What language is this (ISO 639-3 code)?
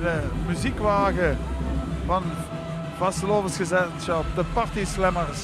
lim